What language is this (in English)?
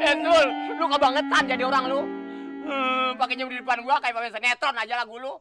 Betawi